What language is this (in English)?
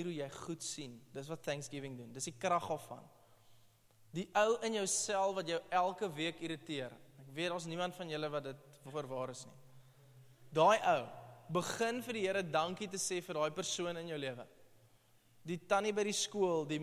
Afrikaans